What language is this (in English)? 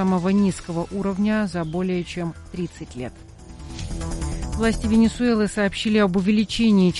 Russian